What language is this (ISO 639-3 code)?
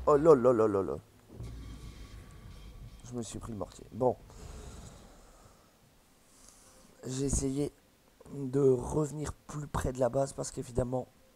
fra